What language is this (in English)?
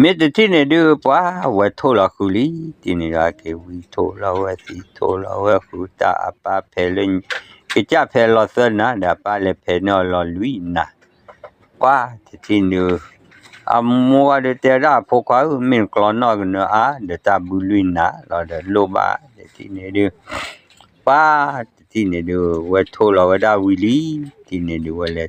S'gaw Karen